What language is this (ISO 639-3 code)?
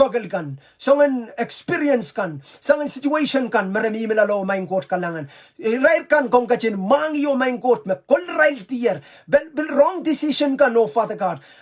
pon